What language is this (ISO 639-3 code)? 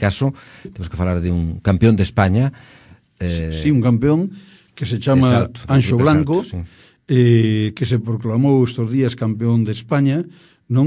glg